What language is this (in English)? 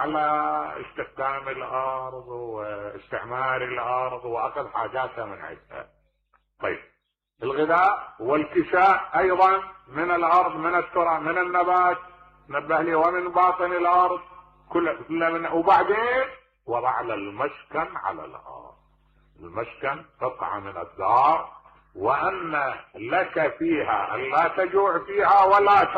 Mesopotamian Arabic